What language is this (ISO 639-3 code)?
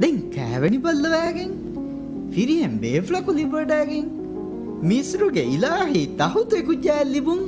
div